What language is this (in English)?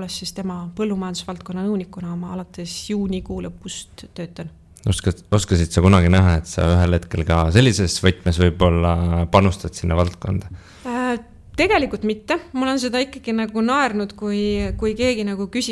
Estonian